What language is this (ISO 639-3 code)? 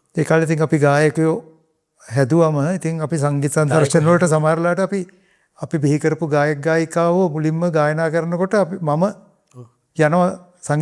sin